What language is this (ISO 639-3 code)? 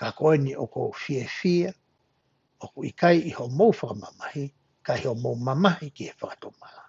ton